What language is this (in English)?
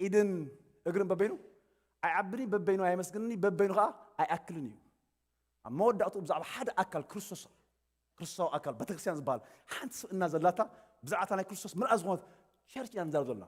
Tigrinya